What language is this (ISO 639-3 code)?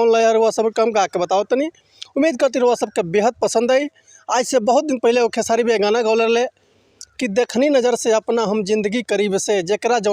bho